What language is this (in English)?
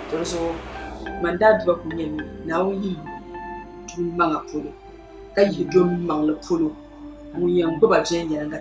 Dagbani